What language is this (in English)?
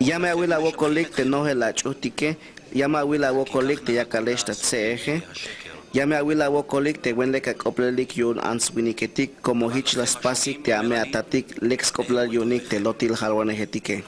Tzeltal